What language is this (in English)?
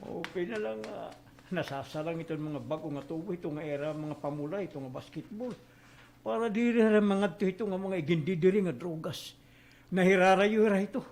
Waray